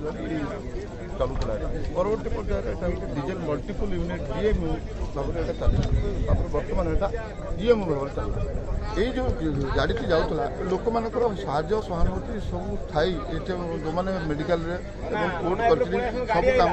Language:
Odia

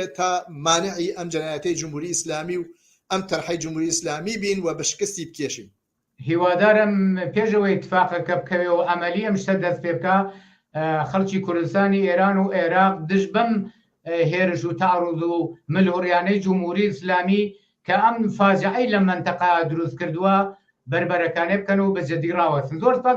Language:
Central Kurdish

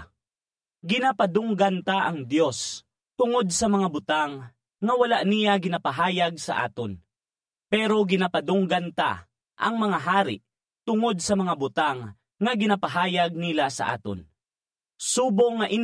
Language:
Hiligaynon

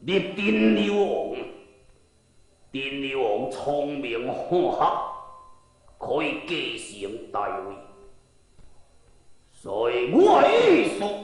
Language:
Min Nan Chinese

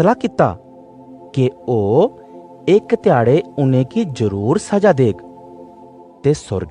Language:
Dogri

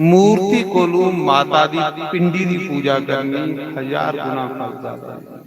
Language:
Dogri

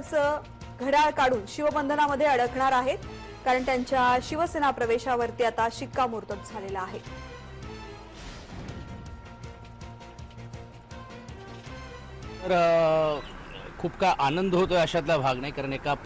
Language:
Marathi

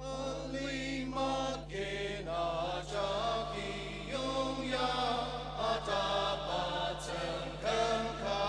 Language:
Ao Naga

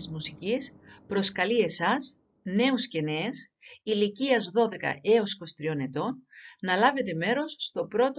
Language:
Greek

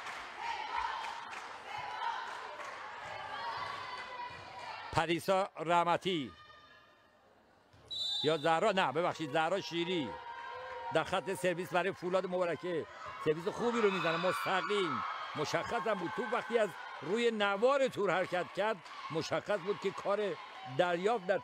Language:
Persian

